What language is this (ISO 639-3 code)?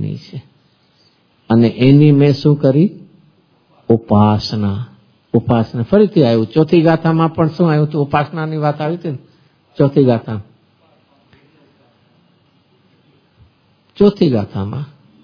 guj